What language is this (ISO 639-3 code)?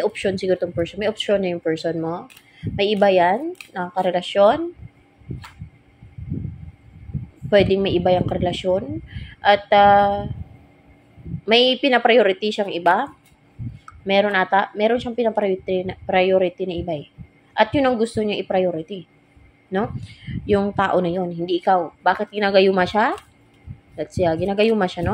fil